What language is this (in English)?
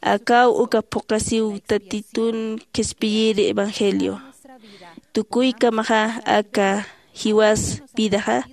Aymara